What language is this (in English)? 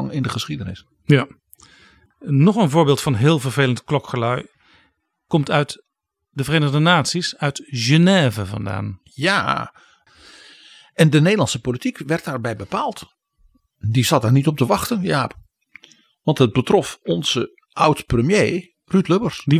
Dutch